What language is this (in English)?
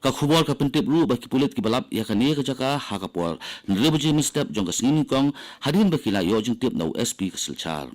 Khasi